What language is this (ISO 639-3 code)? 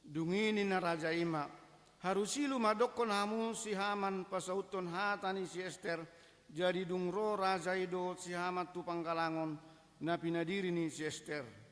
bbc